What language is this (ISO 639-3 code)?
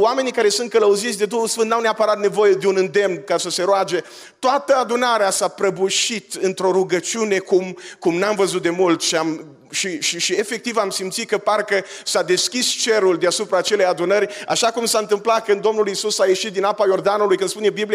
ron